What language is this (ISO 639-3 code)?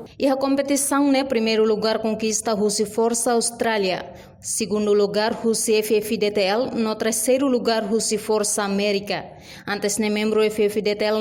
tet